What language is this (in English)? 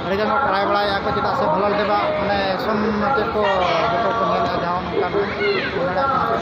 Santali